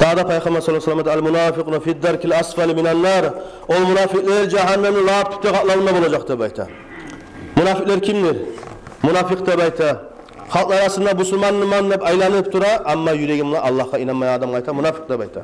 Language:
Kumyk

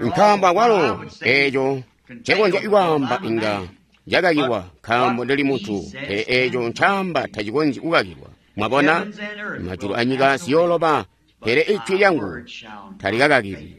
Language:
Tonga (Zambia)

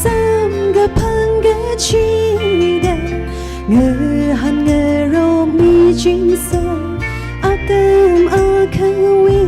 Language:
Tangkhul Naga (India)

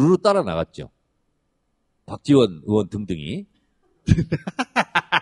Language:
Korean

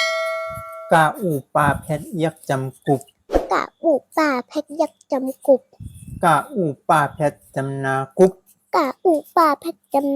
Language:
Shan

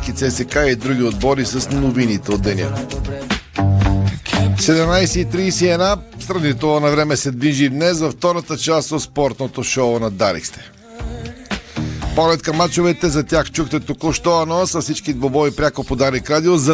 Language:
Bulgarian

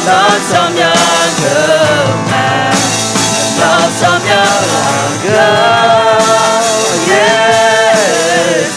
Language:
Akha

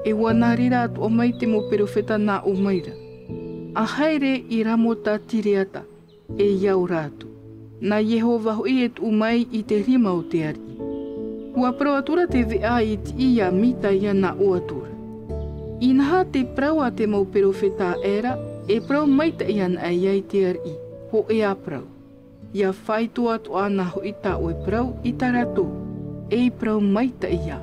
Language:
Tahitian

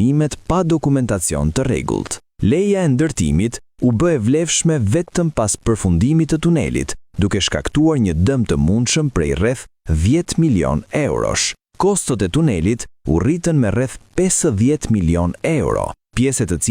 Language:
Albanian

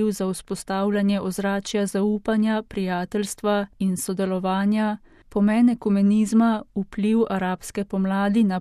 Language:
Slovenian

